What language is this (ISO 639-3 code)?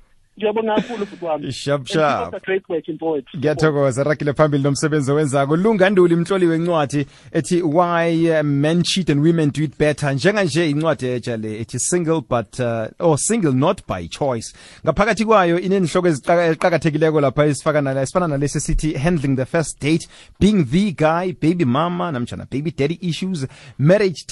nbl